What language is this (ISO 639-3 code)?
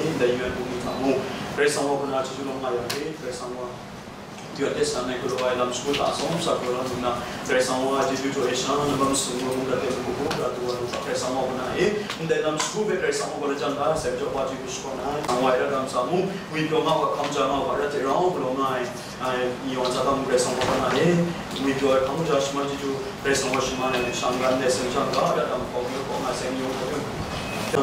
kac